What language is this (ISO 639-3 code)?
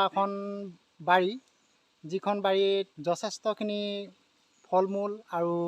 asm